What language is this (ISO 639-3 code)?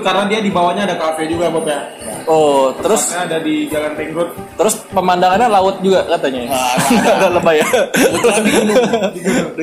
ind